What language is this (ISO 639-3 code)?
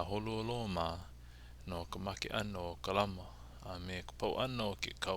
haw